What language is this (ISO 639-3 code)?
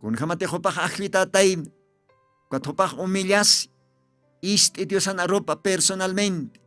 aym